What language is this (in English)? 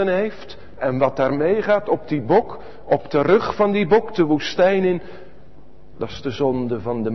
Dutch